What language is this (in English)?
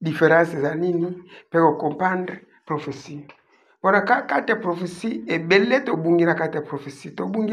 Lingala